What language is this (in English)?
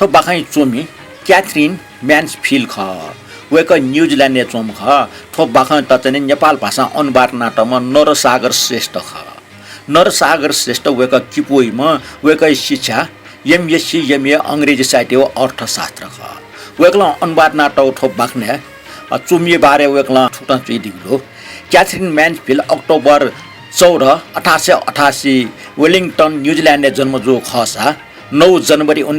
Newari